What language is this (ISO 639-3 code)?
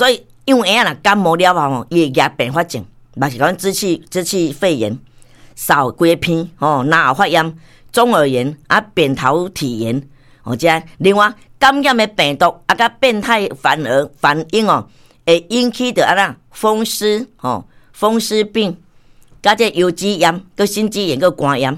nan